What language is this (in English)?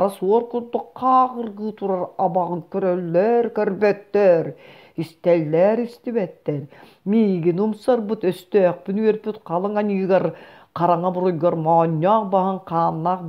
Yakut